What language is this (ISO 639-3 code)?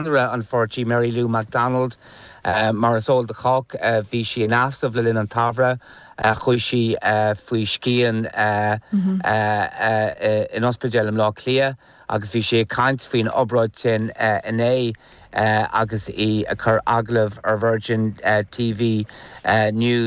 gle